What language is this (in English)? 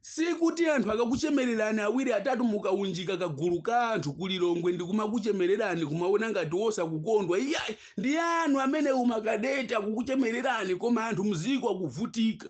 Nyanja